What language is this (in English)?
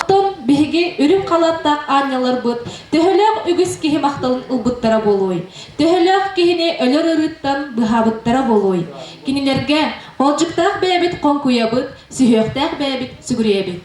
Yakut